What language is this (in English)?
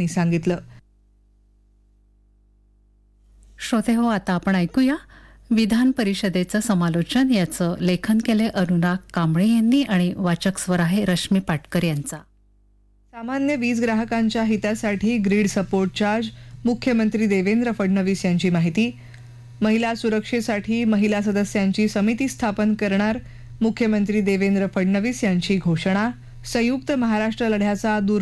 Marathi